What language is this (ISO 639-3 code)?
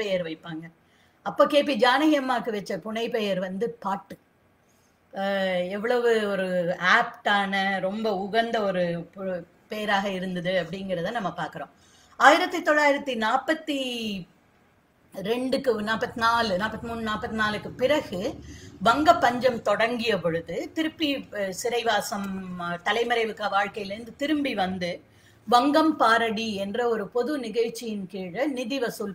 tam